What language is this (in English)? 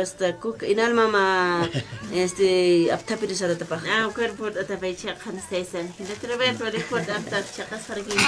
Aymara